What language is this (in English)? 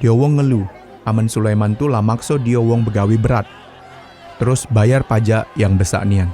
Musi